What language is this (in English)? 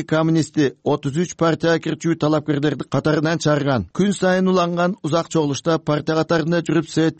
Kyrgyz